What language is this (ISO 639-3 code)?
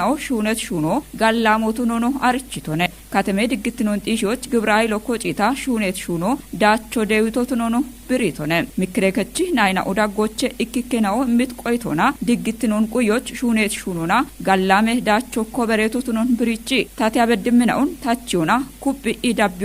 kbr